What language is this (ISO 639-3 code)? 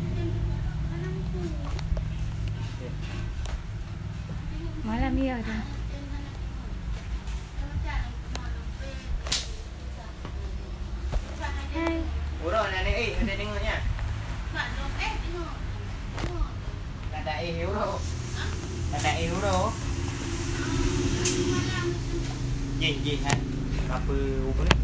msa